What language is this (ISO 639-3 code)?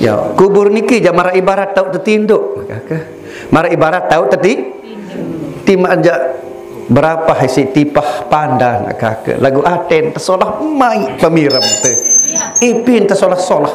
sas